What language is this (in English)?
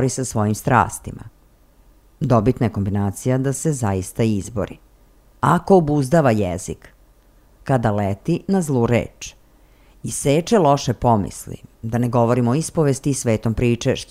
Serbian